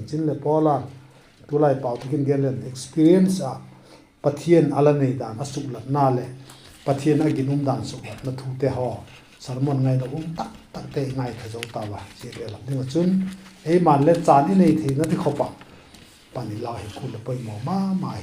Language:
Vaiphei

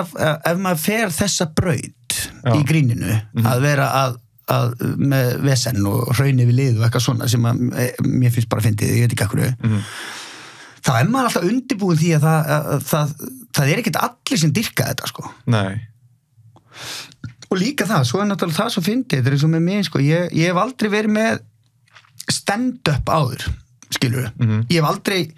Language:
Icelandic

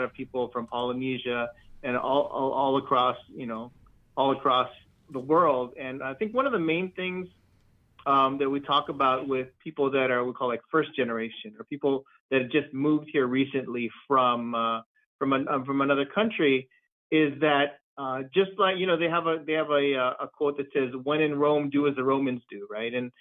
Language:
Fijian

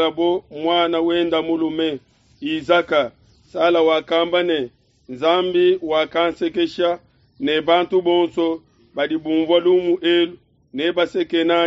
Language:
Luba-Lulua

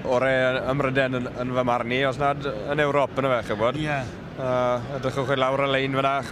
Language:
Welsh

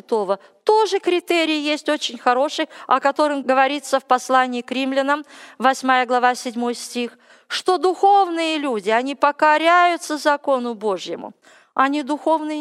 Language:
Russian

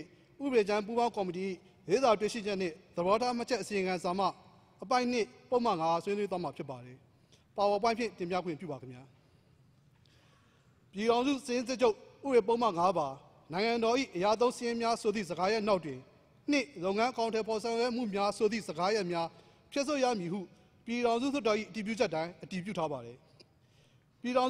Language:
Burmese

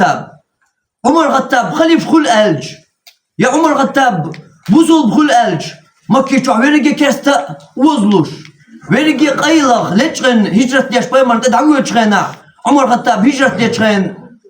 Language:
Chechen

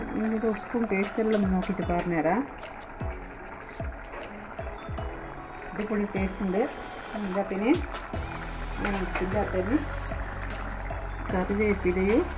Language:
Malayalam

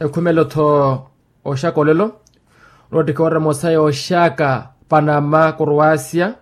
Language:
Makhuwa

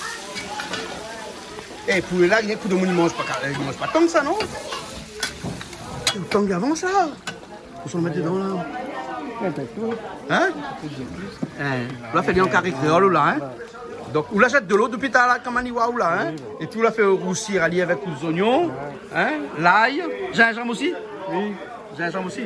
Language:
Réunion Creole French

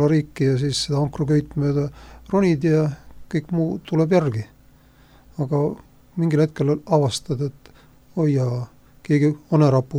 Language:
Estonian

